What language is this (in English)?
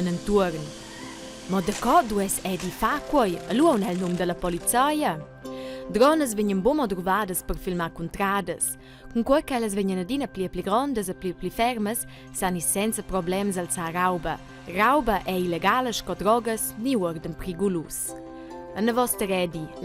Romansh